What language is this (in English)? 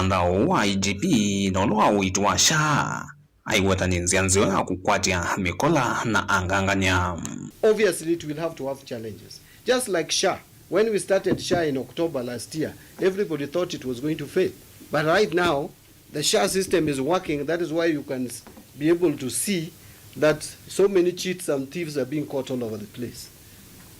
Kamba